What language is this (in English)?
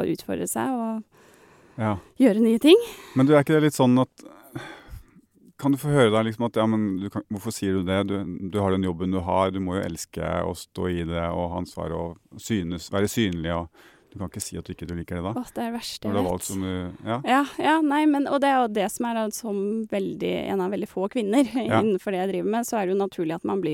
Norwegian